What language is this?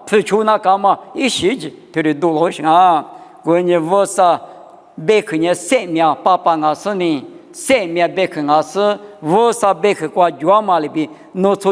Lisu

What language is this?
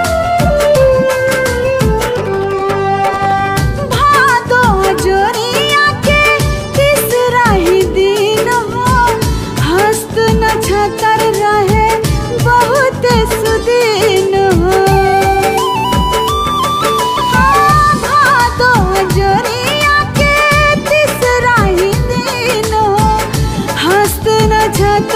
Bhojpuri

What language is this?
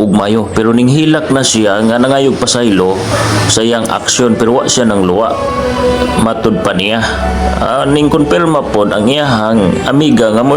Cebuano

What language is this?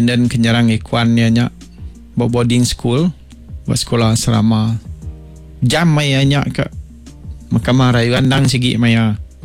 Iban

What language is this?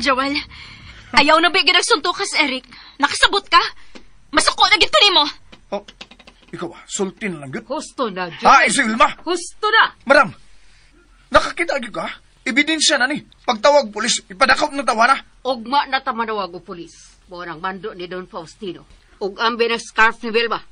Cebuano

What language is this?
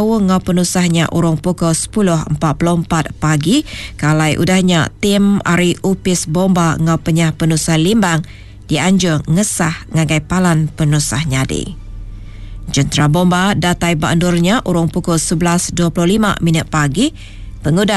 Iban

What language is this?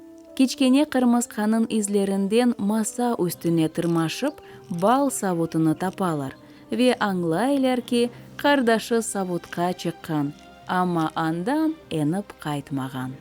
Crimean Tatar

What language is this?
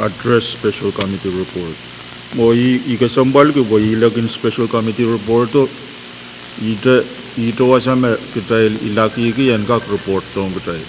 Pohnpeian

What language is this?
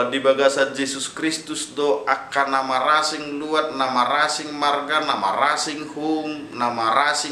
Batak Toba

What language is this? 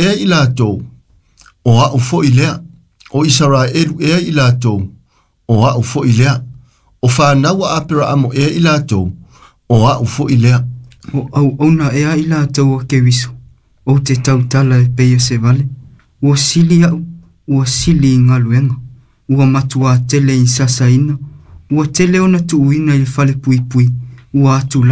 Samoan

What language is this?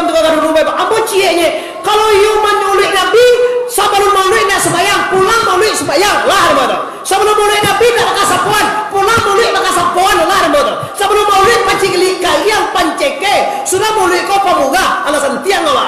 Minangkabau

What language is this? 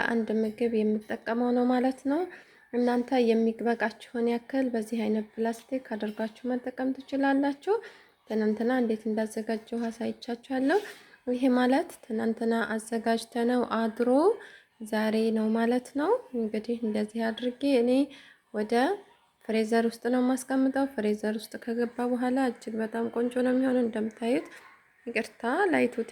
Amharic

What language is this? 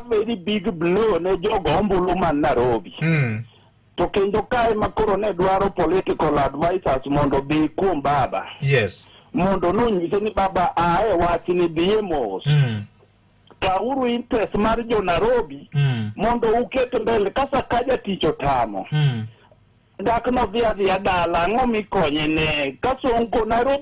Luo (Kenya and Tanzania)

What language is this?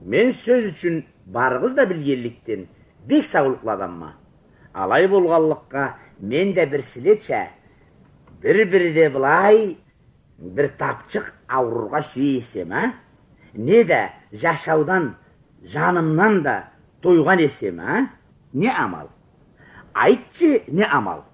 Karachay-Balkar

